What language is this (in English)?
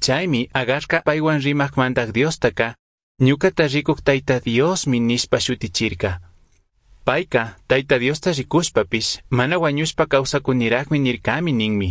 Chimborazo Highland Quichua